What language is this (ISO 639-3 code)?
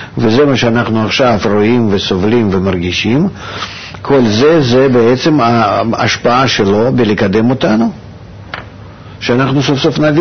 heb